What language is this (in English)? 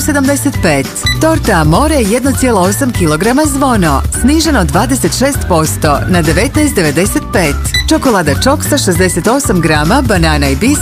Bosnian